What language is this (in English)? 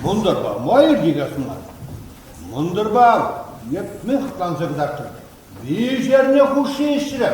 Chuvash